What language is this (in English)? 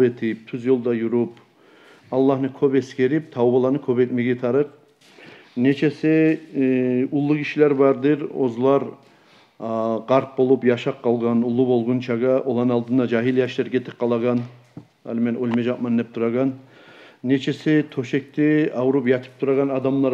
Kumyk